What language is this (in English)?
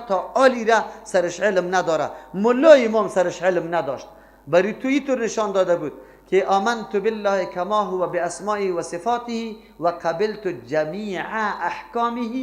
Persian